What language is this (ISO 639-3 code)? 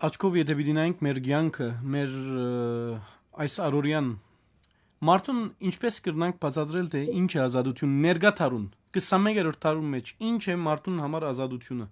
hyw